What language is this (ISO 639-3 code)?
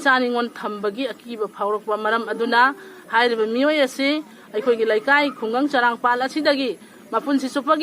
mni